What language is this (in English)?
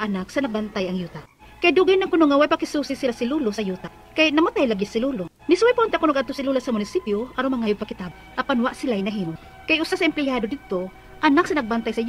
Cebuano